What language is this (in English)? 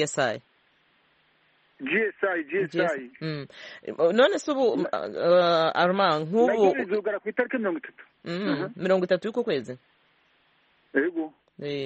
Kinyarwanda